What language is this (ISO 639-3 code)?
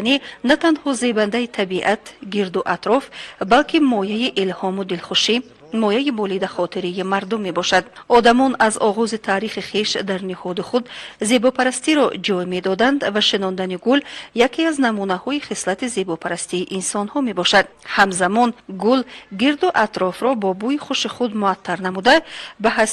tgk